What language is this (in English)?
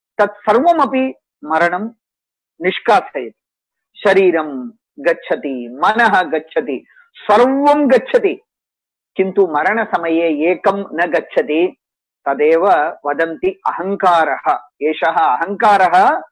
Sanskrit